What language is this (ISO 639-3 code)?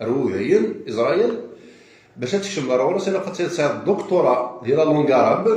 kab